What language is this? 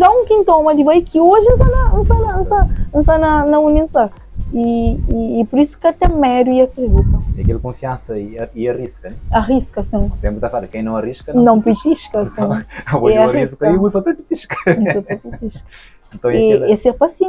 Kabuverdianu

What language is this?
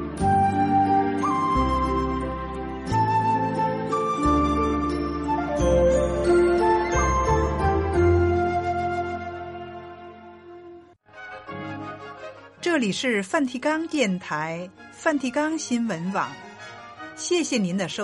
Chinese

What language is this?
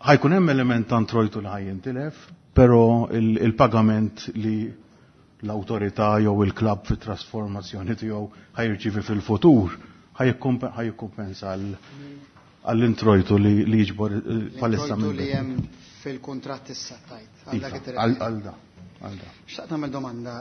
Maltese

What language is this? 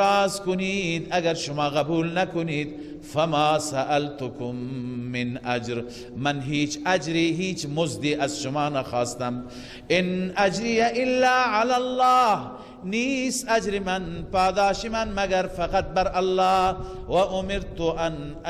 Persian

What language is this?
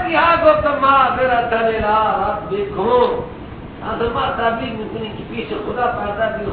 Persian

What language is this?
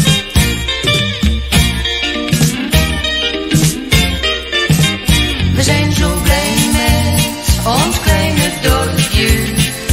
Dutch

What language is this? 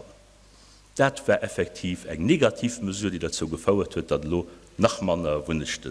Luxembourgish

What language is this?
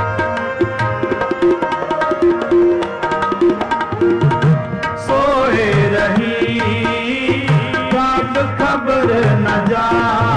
Punjabi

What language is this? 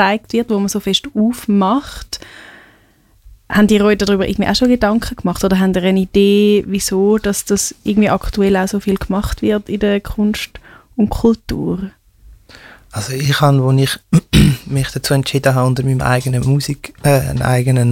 German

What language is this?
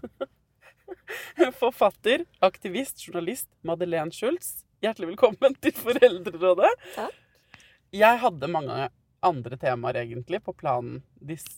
Norwegian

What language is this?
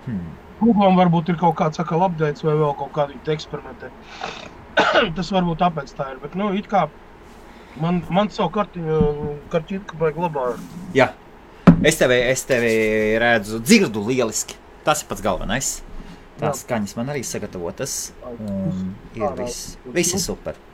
Latvian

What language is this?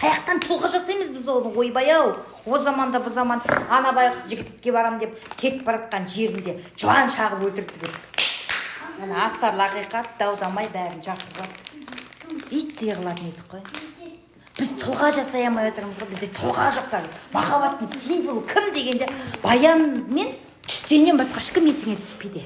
Kazakh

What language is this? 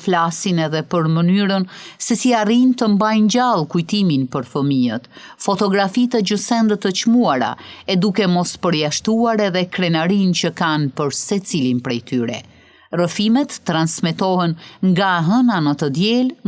Albanian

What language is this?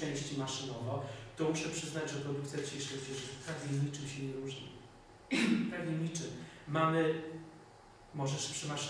Polish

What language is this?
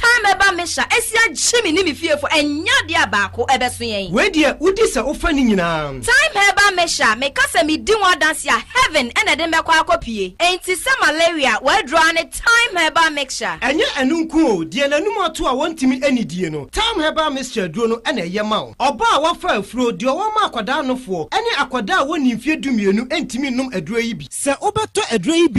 Akan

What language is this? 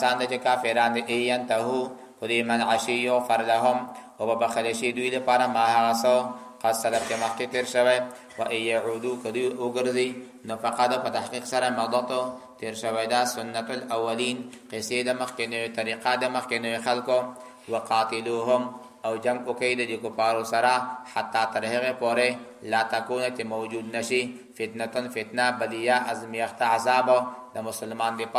Pashto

